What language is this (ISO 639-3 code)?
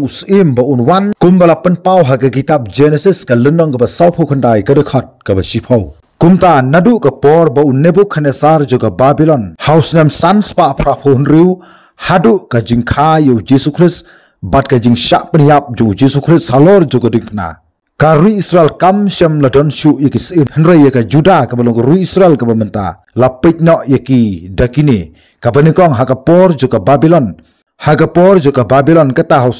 kha